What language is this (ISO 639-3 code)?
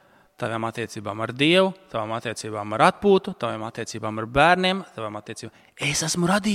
lav